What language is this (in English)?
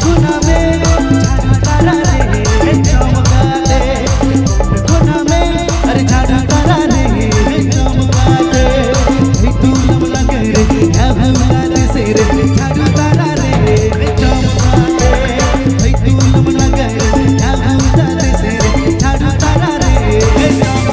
Sadri